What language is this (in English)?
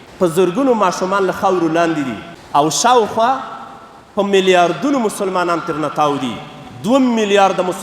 Pashto